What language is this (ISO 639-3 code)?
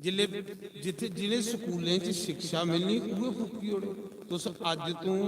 doi